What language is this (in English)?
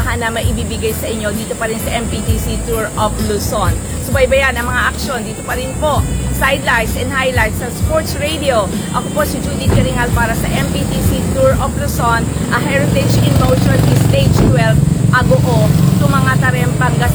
Filipino